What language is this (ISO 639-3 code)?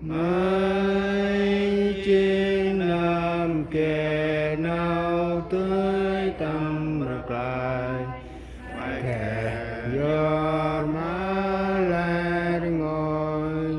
cmo